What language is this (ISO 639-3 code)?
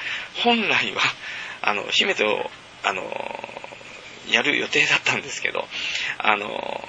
jpn